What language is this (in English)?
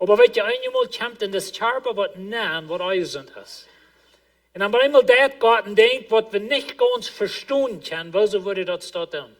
Plautdietsch